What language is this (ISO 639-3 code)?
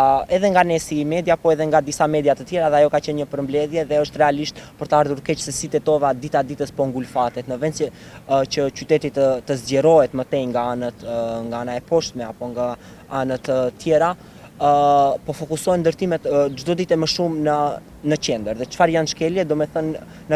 sqi